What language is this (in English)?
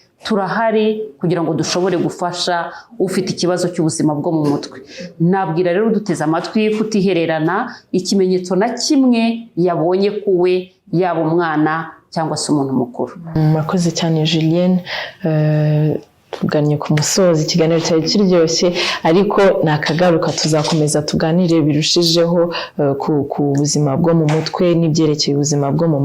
Kinyarwanda